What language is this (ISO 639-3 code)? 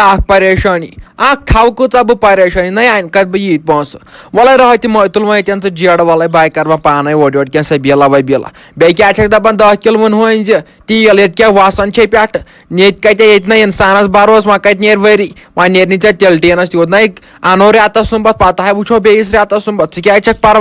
kas